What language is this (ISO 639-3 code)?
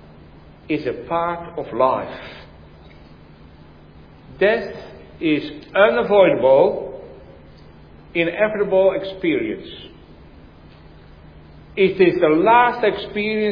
eng